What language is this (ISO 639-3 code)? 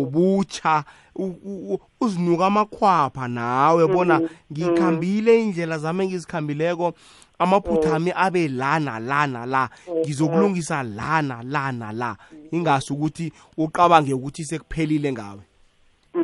nbl